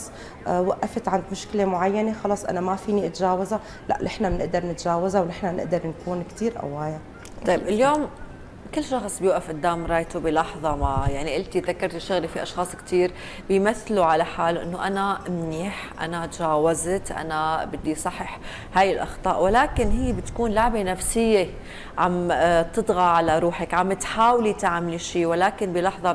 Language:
North Levantine Arabic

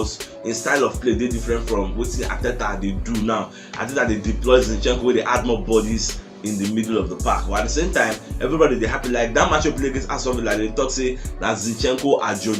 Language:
Nigerian Pidgin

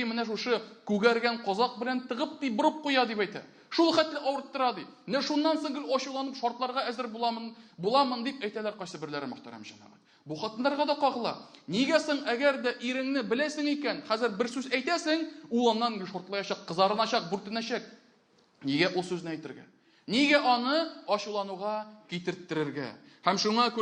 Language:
Tatar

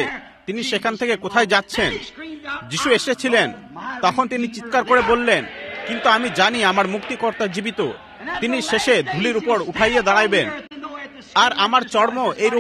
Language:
Bangla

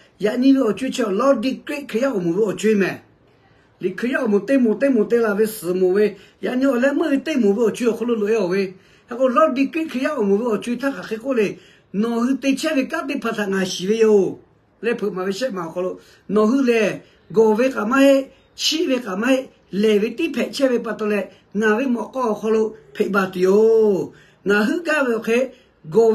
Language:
Lahu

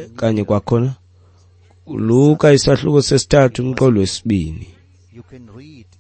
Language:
Xhosa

